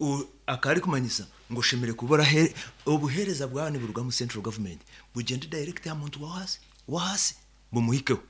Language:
Nyoro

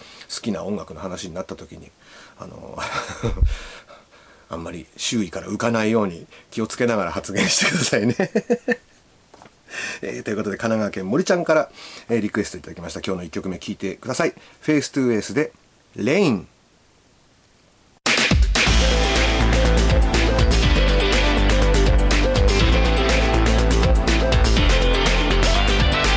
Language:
Japanese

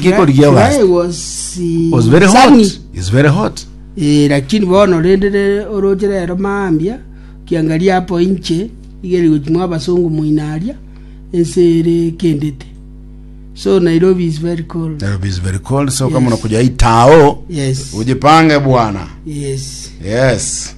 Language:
Gusii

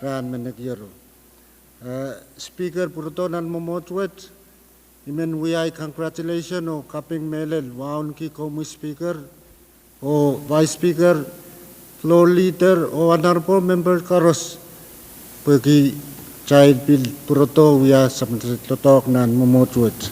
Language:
Pohnpeian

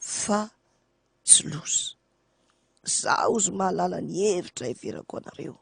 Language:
Malagasy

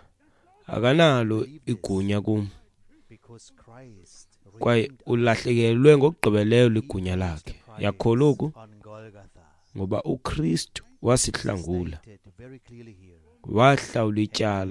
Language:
Xhosa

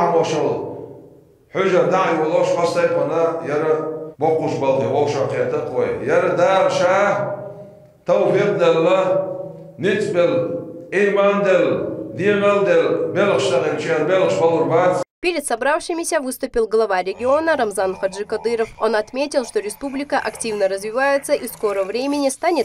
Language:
Chechen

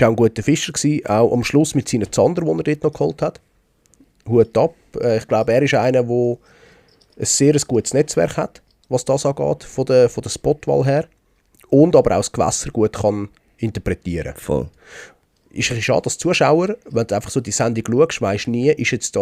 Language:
Swiss German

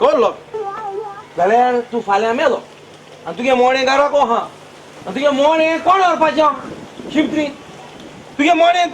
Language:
Konkani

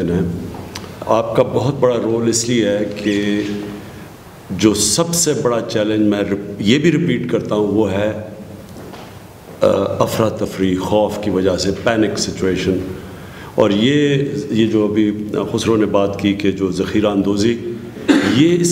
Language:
Urdu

